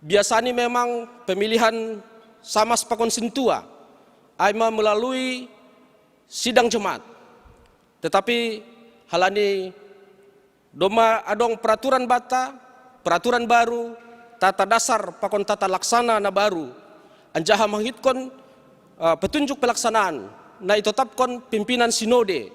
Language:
Batak Simalungun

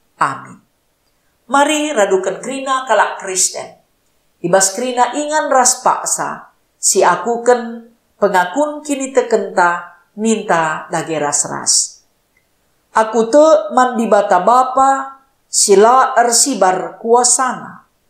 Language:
Batak Karo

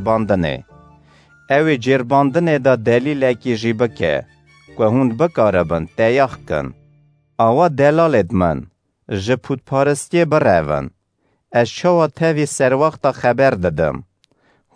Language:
Kurdish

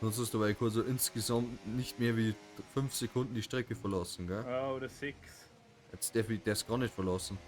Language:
Bavarian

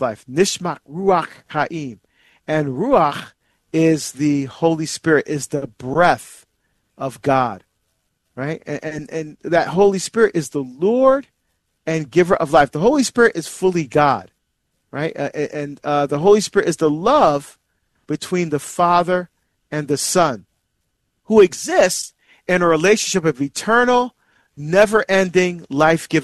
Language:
English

